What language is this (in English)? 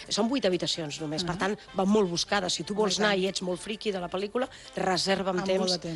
Catalan